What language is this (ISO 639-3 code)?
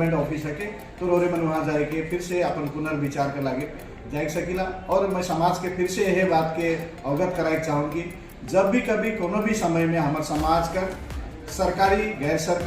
sck